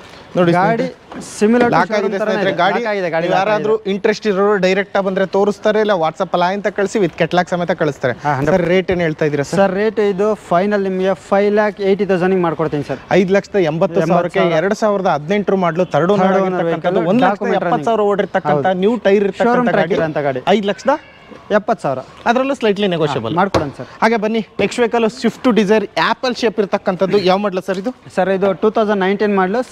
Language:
Kannada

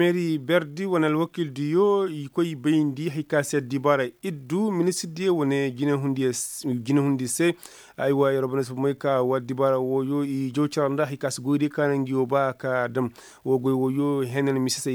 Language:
Koyraboro Senni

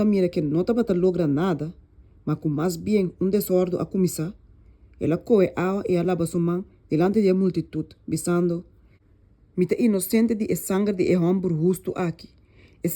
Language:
Papiamento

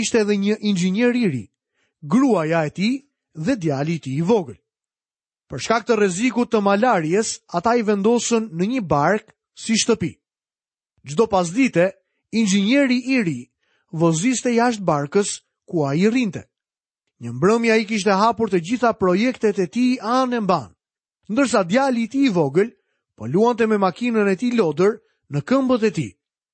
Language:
Albanian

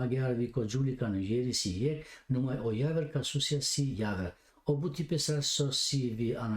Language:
Balkan Romani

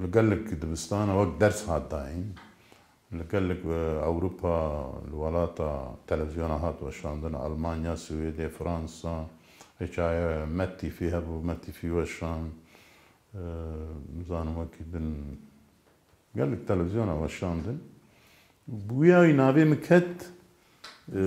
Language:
Kurdish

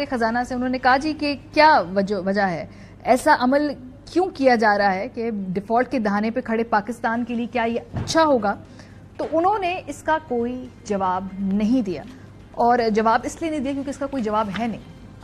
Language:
Urdu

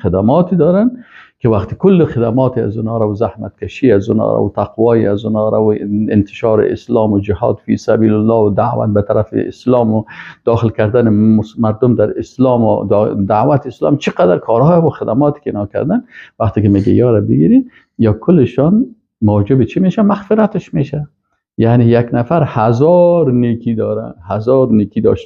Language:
Persian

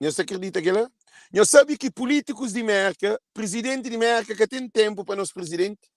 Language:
Kabuverdianu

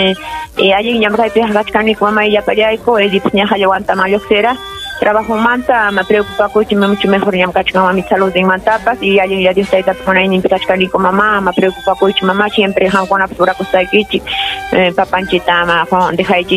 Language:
Ayacucho Quechua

